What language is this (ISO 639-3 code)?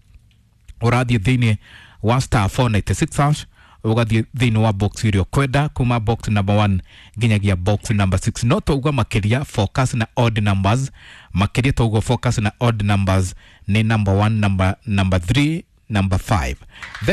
kik